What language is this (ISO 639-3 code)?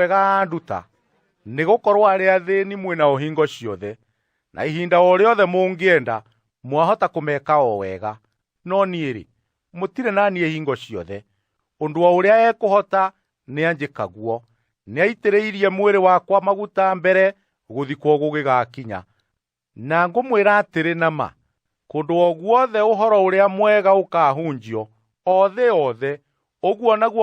kik